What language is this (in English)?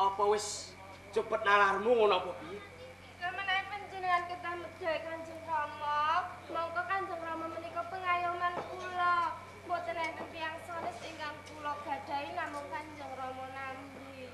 Javanese